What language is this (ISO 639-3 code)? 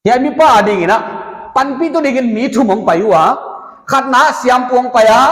pck